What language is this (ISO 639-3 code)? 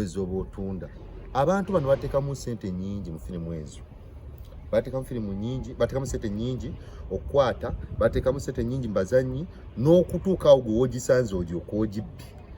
lug